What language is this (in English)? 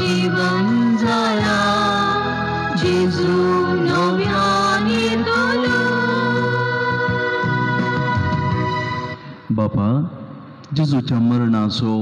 Konkani